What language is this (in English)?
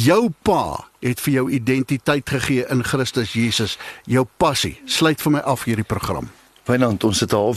Afrikaans